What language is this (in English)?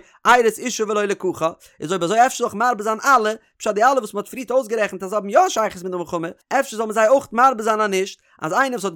Yiddish